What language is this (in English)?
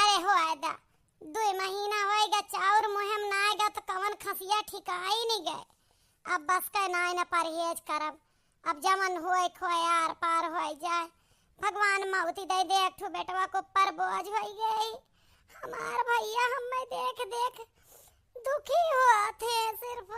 Awadhi